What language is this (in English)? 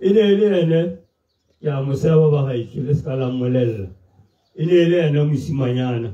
Tswana